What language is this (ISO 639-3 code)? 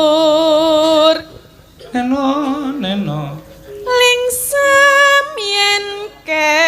jav